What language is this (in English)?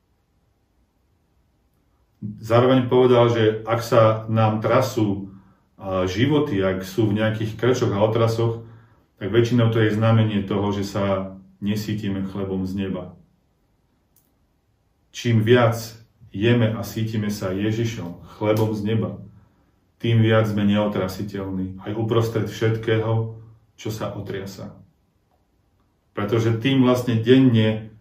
Slovak